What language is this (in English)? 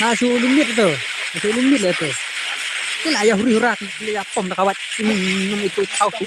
Khasi